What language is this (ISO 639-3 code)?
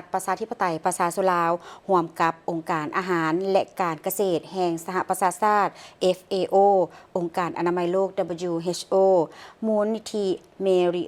lao